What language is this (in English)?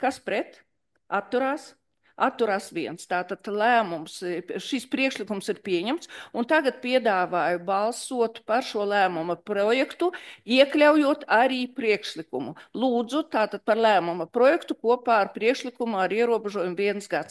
Latvian